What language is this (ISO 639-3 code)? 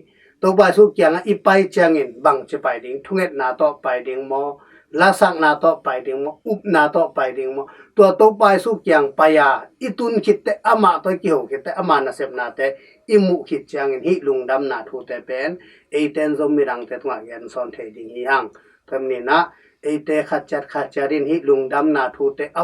ctd